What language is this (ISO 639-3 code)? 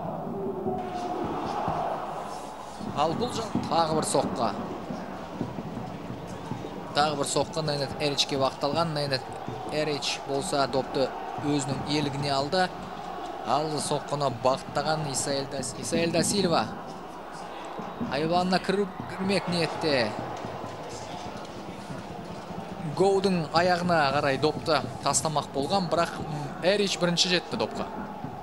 kaz